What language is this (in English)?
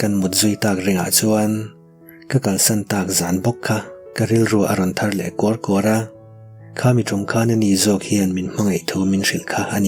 Mizo